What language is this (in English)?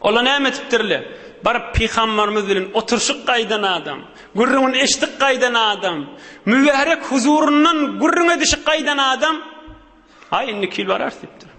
Turkmen